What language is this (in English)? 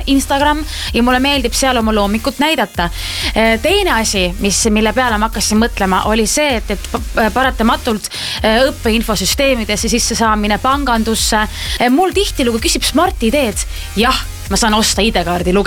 Estonian